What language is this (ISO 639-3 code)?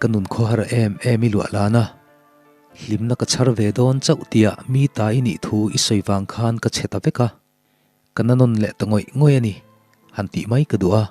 lus